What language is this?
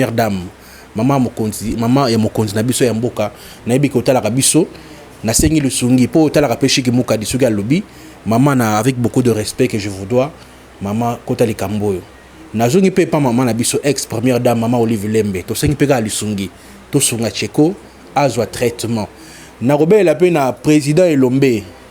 Lingala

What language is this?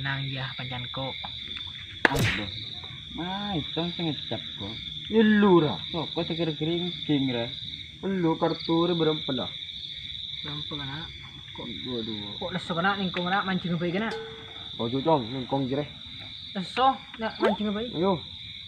Madurese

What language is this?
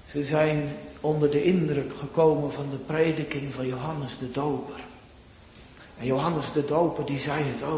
Dutch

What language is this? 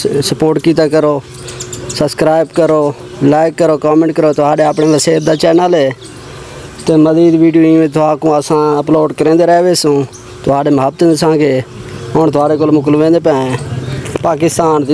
Saraiki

